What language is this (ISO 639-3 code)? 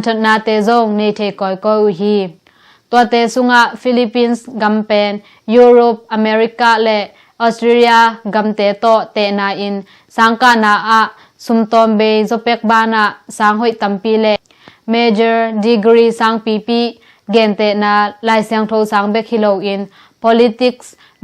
ctd